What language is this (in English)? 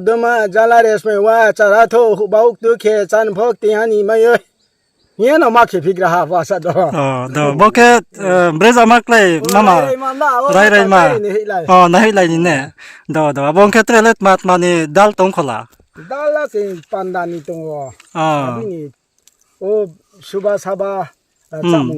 Riang (India)